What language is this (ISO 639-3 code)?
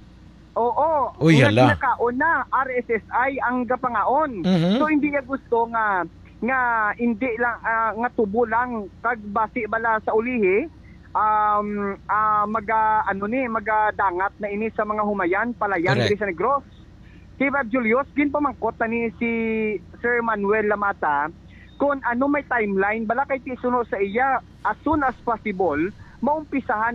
hil